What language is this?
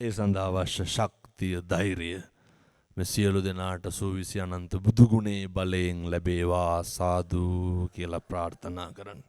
Sinhala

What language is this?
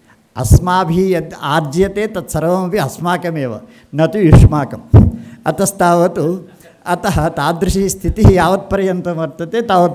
Sanskrit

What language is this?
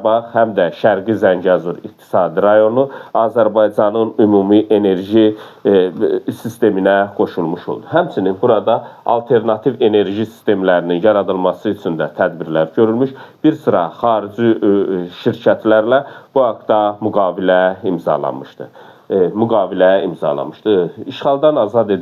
Azerbaijani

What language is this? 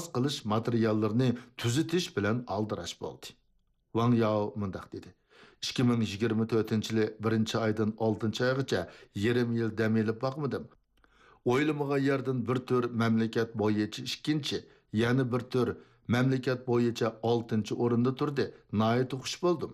Uyghur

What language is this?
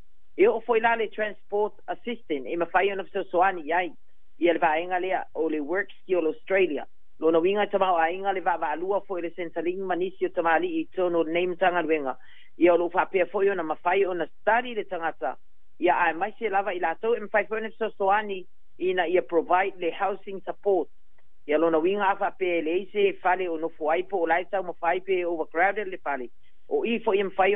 Samoan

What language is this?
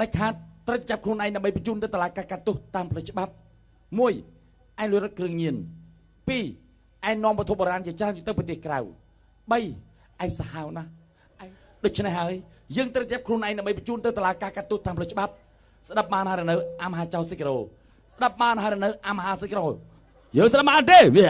Khmer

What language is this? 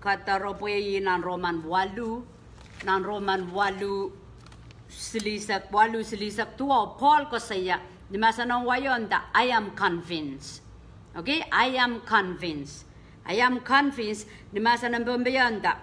Pohnpeian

